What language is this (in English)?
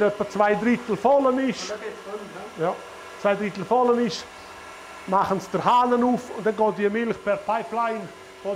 Swiss German